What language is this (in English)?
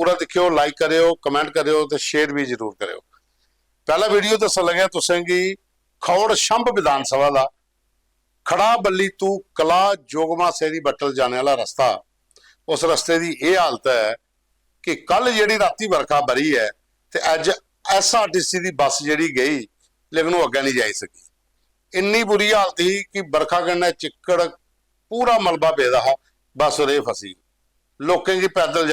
Dogri